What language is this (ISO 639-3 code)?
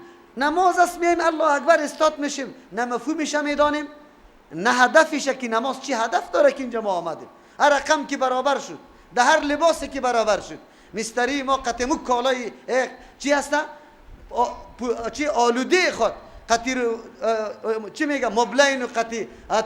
fas